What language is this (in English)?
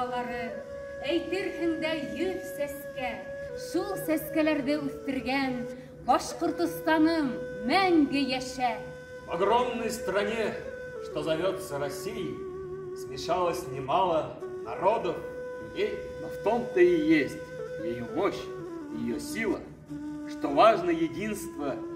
Bashkir